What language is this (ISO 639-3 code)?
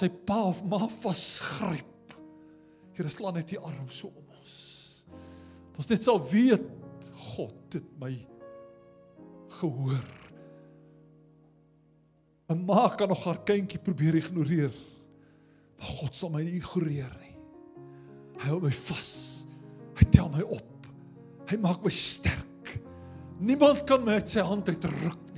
afr